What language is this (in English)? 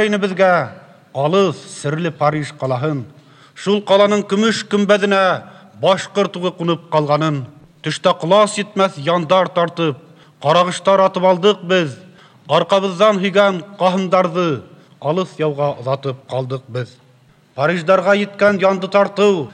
Tatar